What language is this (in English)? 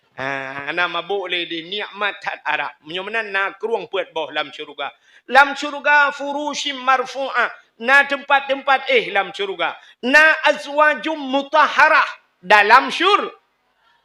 Achinese